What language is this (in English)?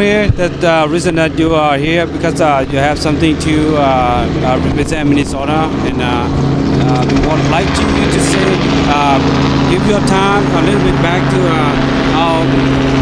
Hmong